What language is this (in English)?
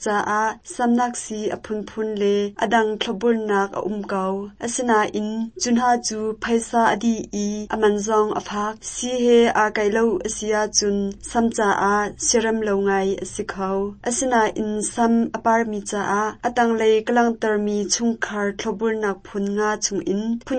Hakha Chin